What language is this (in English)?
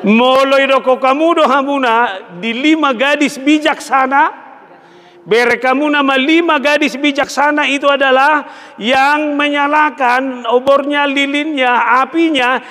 Batak Toba